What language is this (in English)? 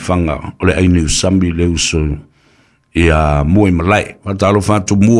Samoan